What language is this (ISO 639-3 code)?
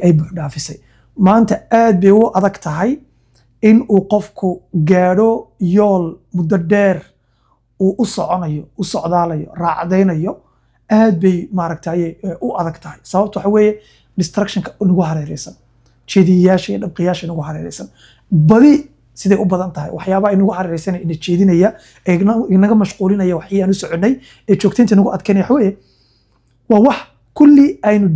som